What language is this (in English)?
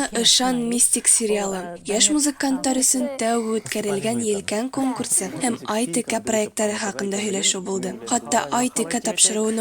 Bashkir